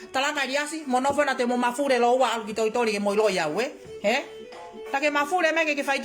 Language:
Tongan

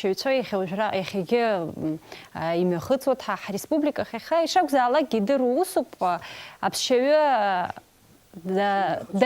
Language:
Abkhazian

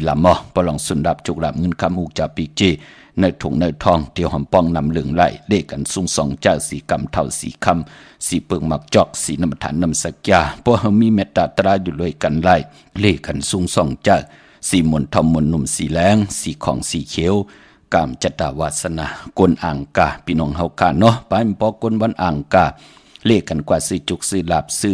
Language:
Shan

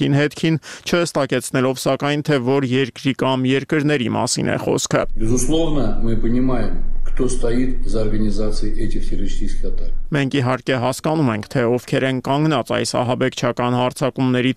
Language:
Armenian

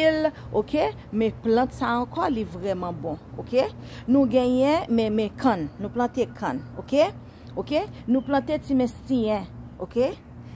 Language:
Haitian Creole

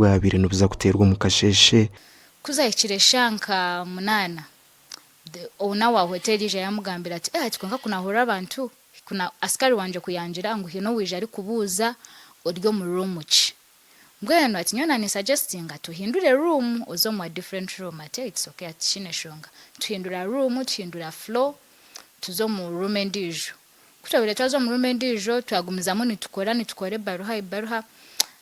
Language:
Nyankole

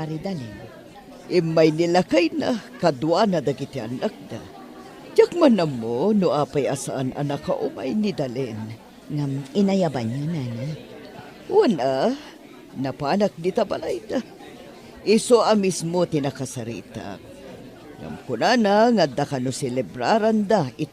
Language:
Iloko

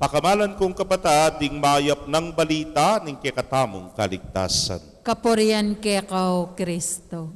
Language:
Pampanga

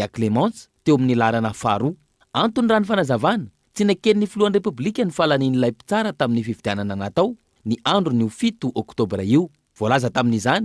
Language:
Malagasy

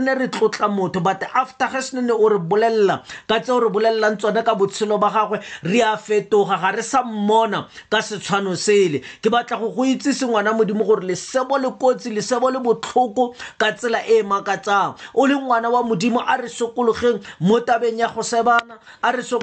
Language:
Tswana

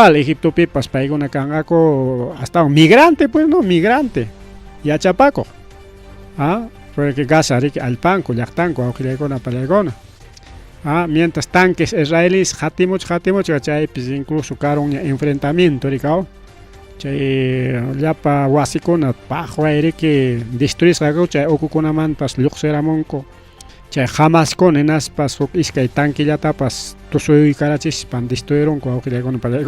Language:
Ayacucho Quechua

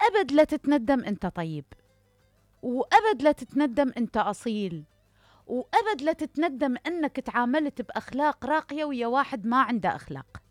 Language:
Mesopotamian Arabic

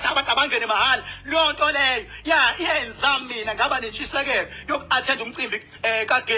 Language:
Zulu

